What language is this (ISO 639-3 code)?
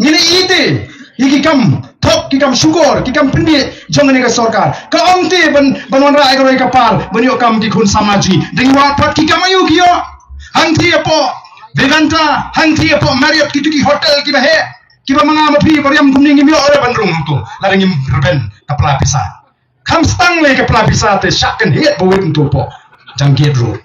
kha